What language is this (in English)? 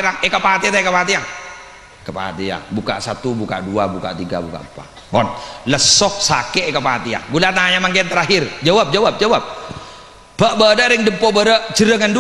Madurese